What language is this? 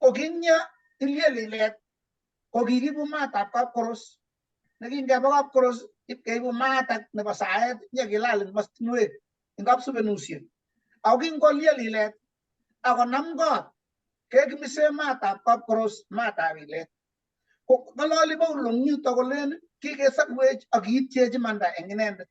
Kalenjin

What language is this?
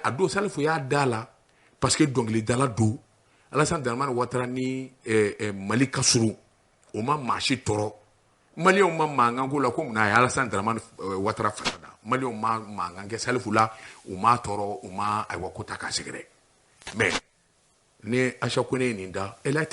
Bambara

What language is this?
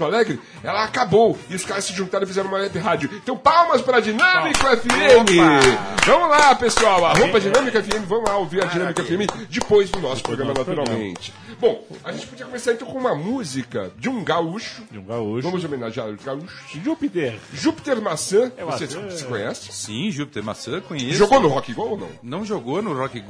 Portuguese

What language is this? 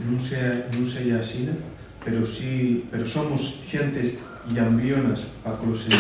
Asturian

